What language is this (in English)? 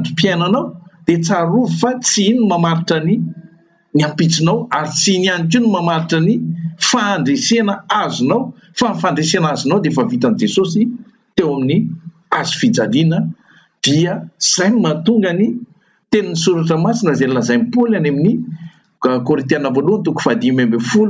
Malagasy